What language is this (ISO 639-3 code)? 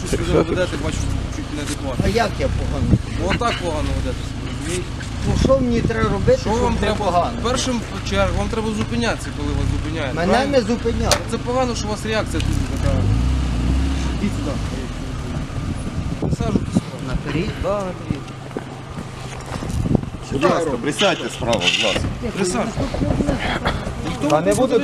ukr